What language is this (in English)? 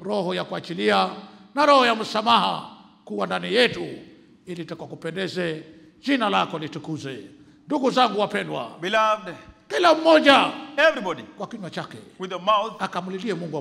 Swahili